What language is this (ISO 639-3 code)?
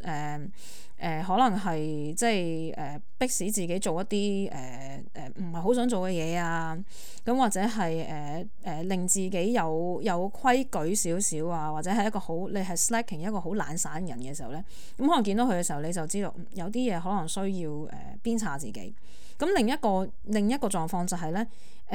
yue